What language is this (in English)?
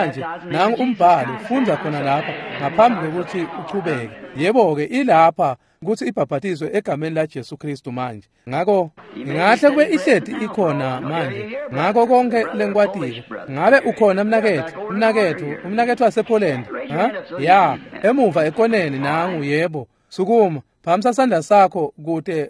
Swati